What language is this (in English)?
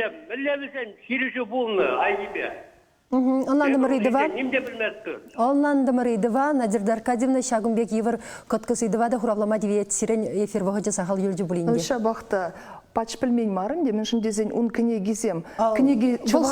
Chuvash